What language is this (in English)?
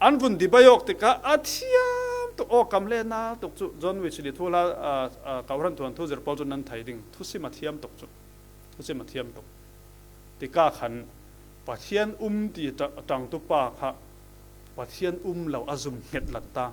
Falam Chin